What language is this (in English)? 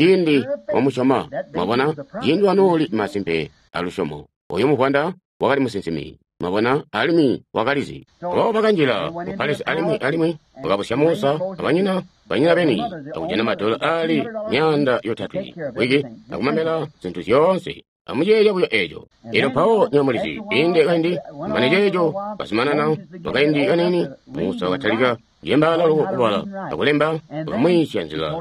Tonga (Zambia)